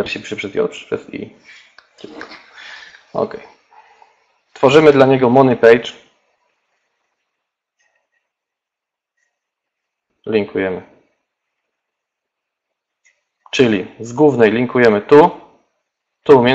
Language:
Polish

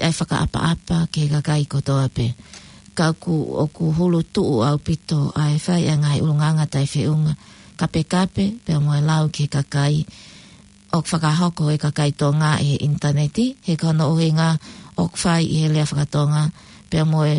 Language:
Tongan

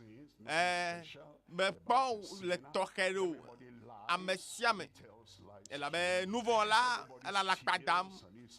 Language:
Ewe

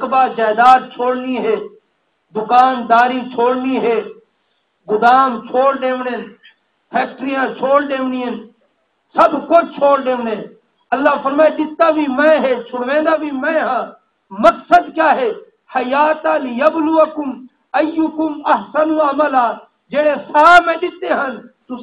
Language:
Saraiki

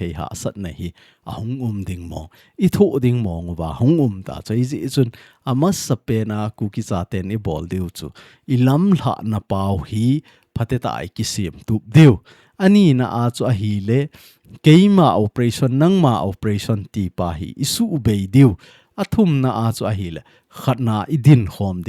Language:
Thado Chin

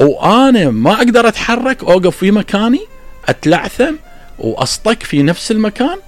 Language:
Mesopotamian Arabic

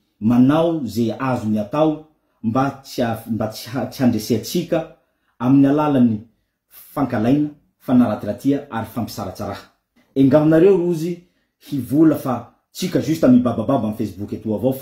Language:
Malagasy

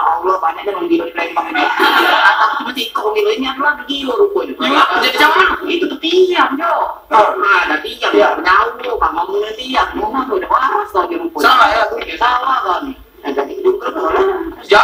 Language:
Musi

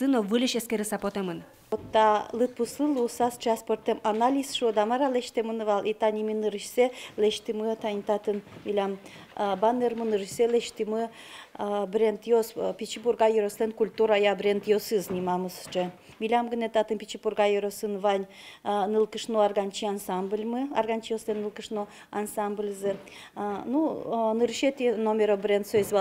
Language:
Udmurt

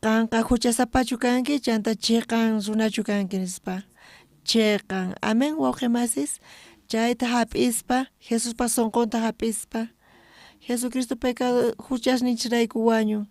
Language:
South Bolivian Quechua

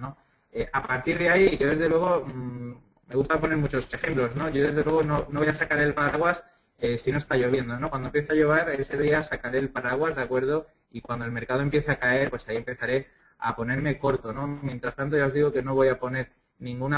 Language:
Spanish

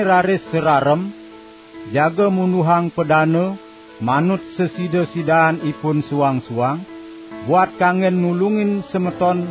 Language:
Balinese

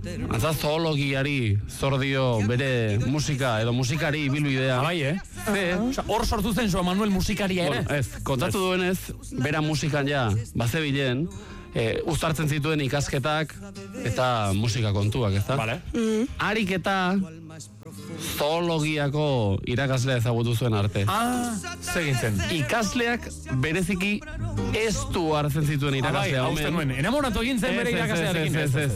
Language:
Basque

